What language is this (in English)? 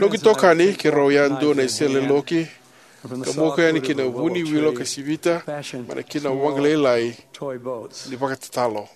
Fijian